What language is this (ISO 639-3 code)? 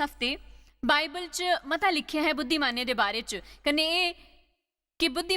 doi